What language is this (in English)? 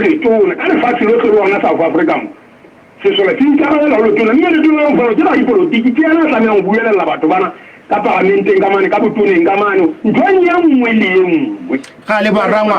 Southern Sotho